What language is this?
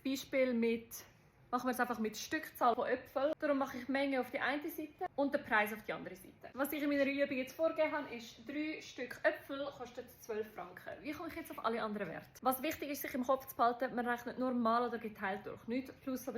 Swiss German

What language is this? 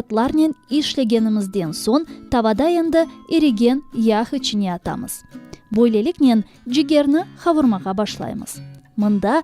Crimean Tatar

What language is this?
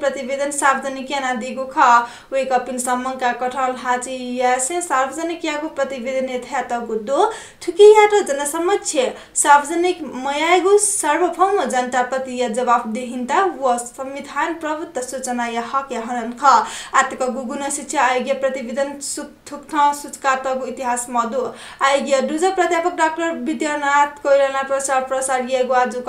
Newari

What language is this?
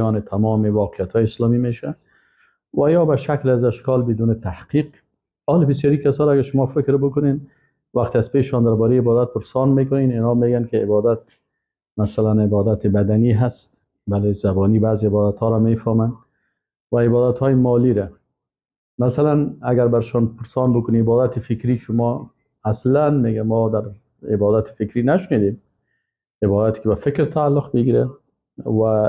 Persian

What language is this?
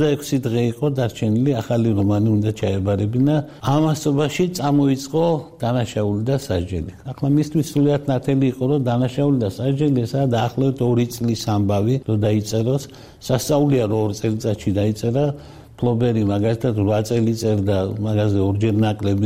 Georgian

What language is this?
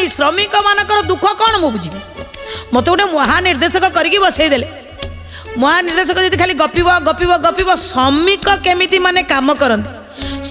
Odia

